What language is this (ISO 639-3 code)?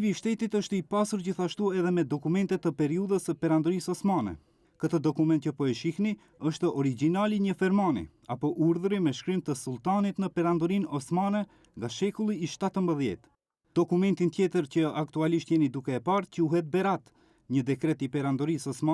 sqi